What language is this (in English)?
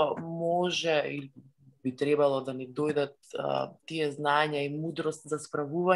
Macedonian